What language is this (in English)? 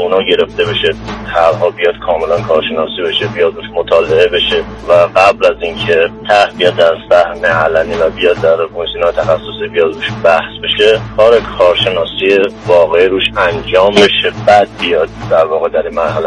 Persian